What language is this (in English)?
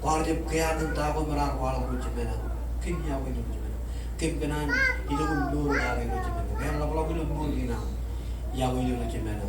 Marshallese